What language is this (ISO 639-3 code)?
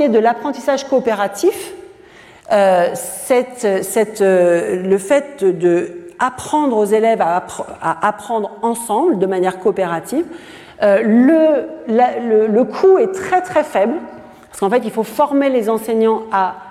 fra